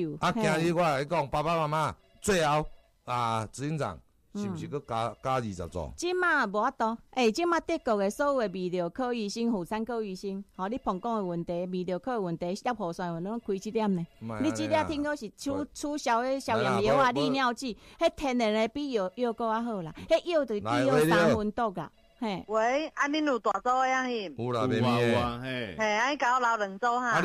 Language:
Min Nan Chinese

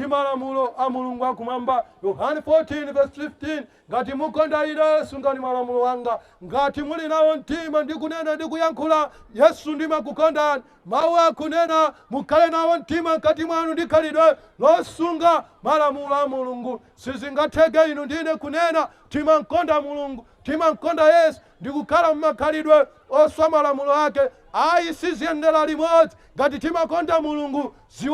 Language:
Nyanja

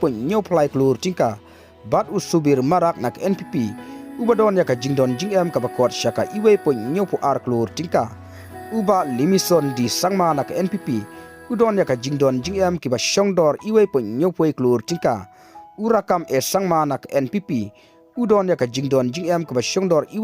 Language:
Khasi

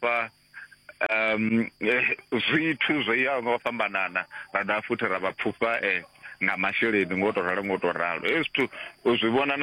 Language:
Venda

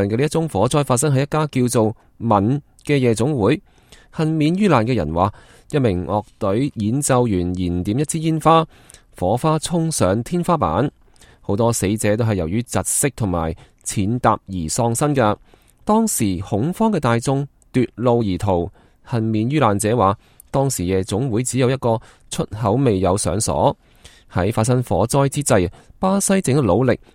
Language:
Cantonese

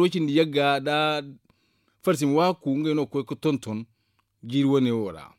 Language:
Zarma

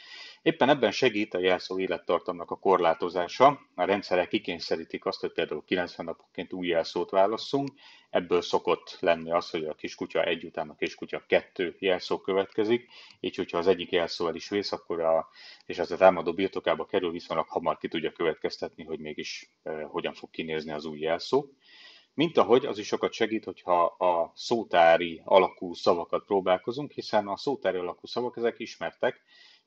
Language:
Hungarian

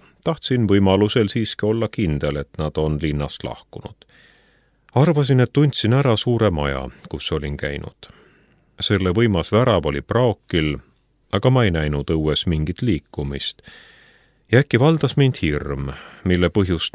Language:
Estonian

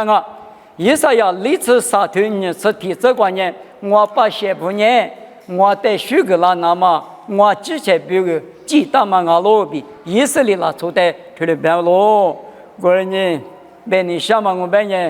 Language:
Lisu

